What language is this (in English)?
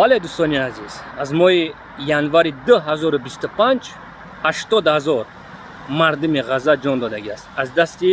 Tajik